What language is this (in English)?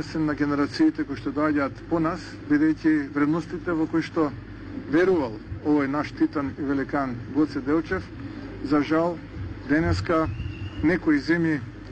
Macedonian